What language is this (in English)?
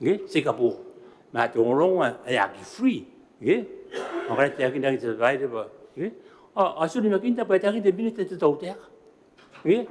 Gilbertese